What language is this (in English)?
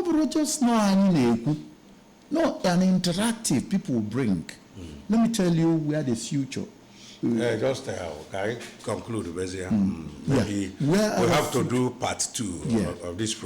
Igbo